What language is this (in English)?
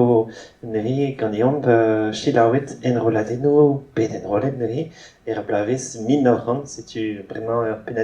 Breton